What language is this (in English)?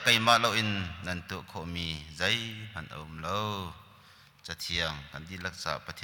Hakha Chin